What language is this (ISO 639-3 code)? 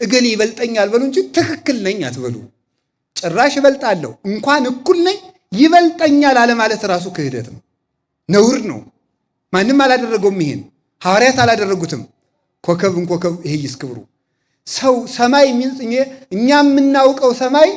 amh